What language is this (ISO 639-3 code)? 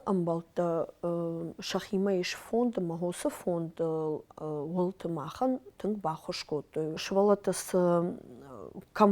oss